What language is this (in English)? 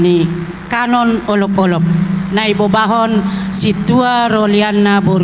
Batak Simalungun